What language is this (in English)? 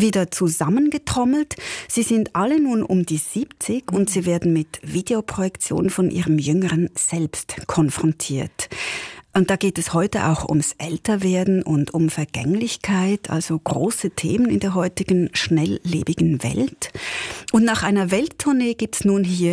German